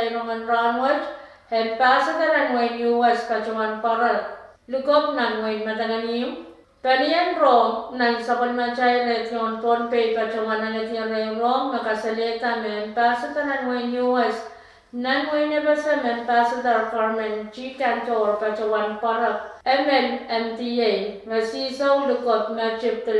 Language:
Pohnpeian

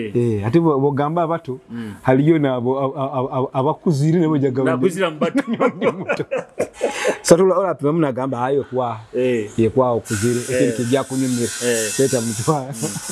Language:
Nyoro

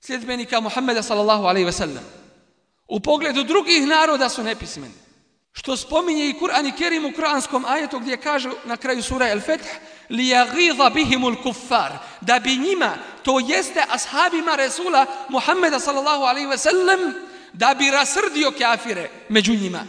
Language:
Bosnian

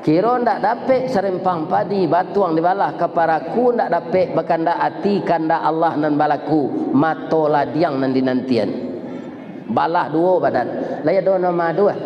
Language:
Minangkabau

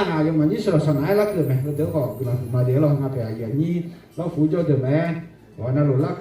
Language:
Akha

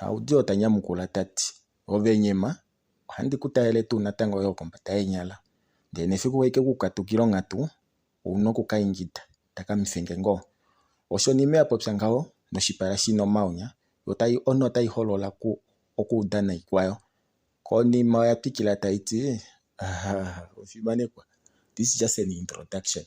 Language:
Kuanyama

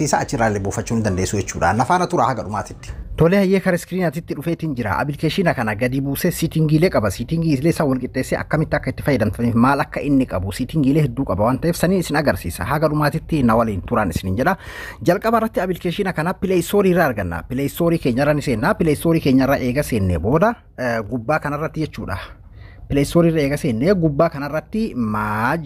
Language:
Oromo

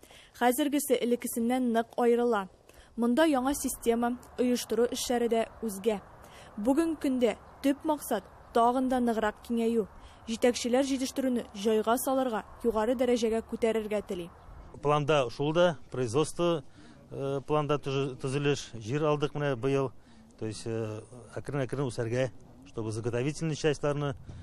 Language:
Tatar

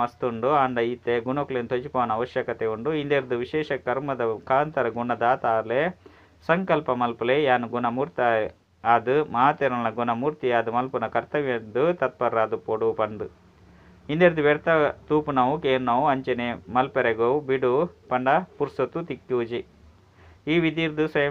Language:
Tulu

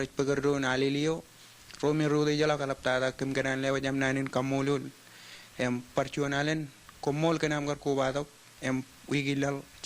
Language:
Marshallese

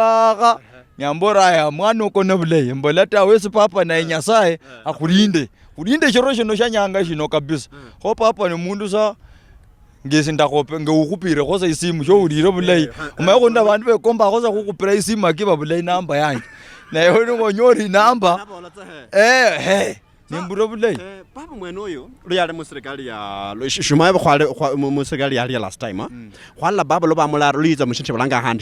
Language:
Luyia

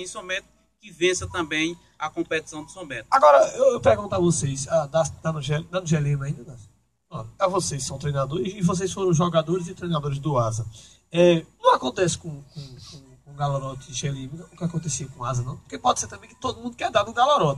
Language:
Portuguese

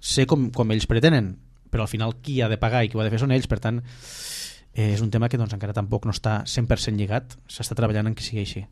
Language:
Catalan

